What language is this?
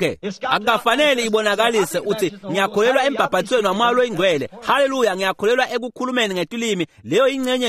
Swati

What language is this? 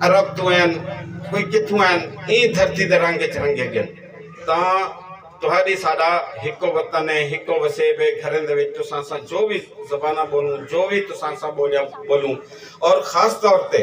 Saraiki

